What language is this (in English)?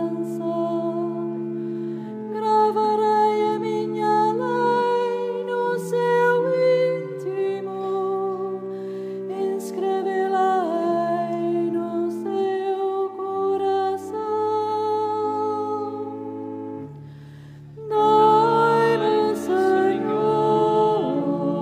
Portuguese